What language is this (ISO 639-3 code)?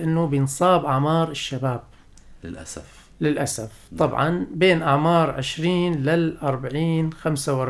apc